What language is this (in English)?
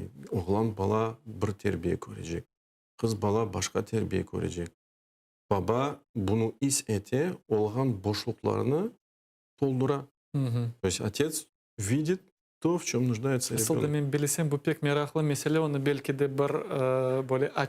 Crimean Tatar